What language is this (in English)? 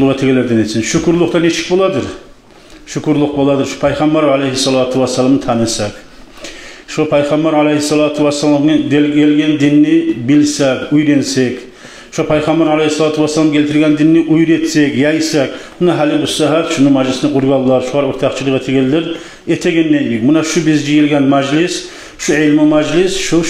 Kumyk